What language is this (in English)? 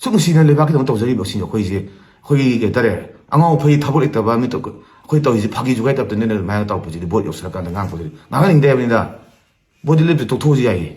Manipuri